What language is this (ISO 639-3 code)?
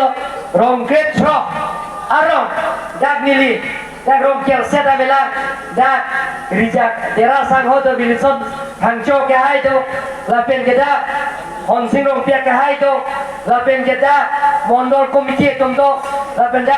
mjw